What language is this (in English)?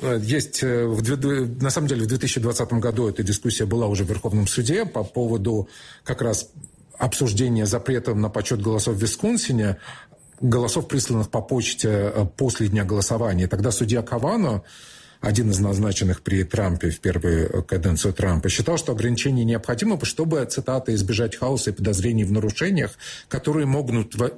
Russian